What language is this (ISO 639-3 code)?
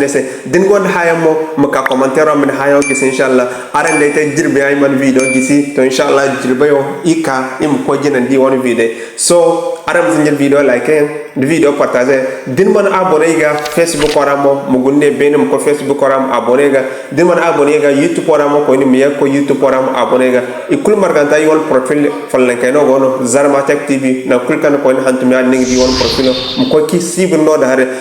dje